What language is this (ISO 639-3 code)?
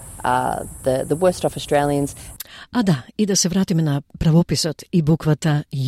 mkd